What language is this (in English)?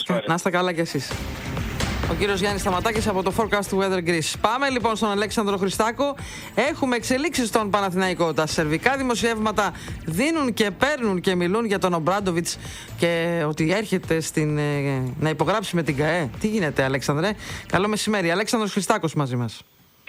Greek